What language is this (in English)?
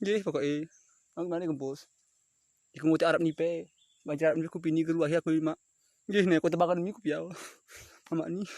Gayo